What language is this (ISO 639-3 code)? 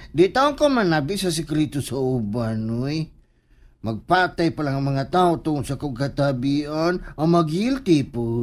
ceb